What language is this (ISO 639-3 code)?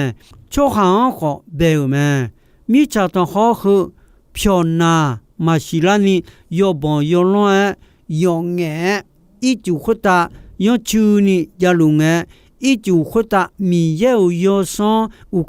ahk